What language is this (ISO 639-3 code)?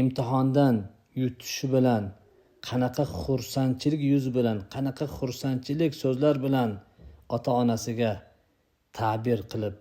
uzb